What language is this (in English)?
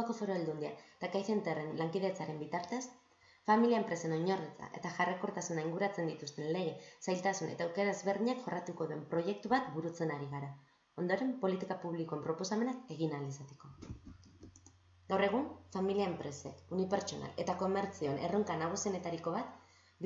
Basque